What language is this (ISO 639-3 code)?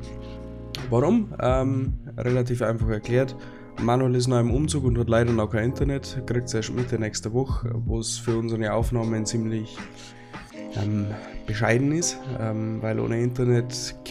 bar